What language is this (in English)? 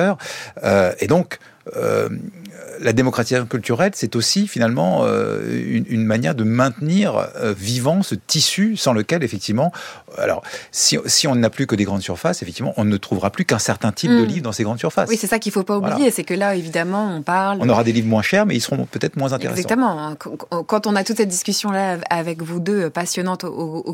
French